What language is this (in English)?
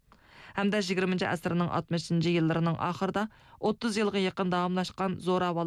Uyghur